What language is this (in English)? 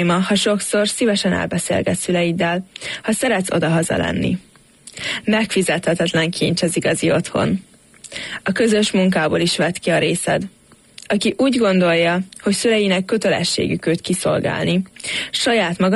Hungarian